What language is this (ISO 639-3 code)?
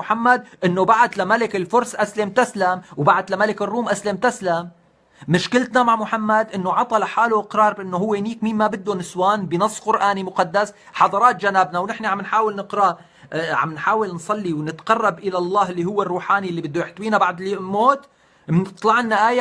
apc